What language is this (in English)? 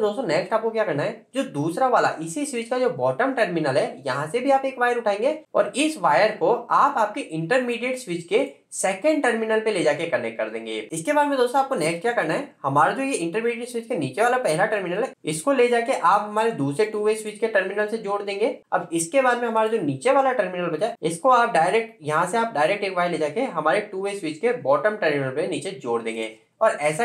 Hindi